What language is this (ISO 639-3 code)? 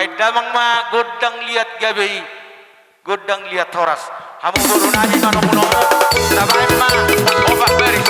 bbc